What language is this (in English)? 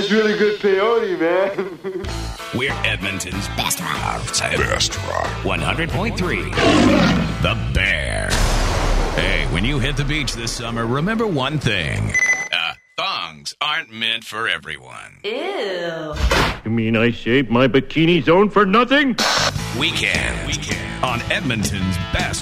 English